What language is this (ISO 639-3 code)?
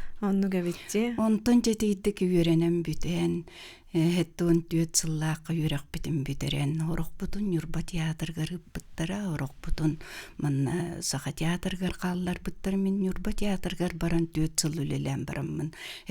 sah